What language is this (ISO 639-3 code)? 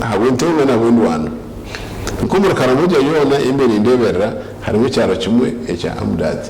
nyn